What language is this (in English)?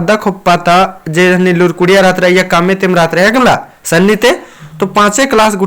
Kurukh